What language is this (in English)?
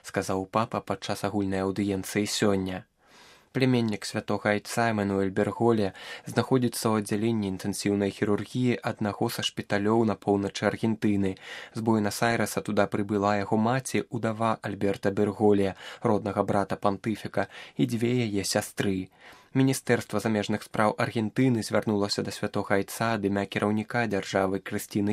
Belarusian